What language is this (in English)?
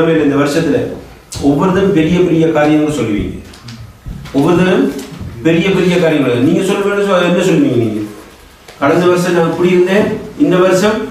Tamil